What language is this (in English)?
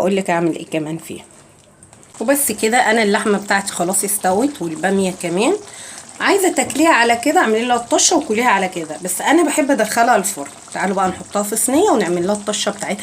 Egyptian Arabic